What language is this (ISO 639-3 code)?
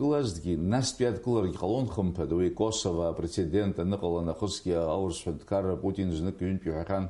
abk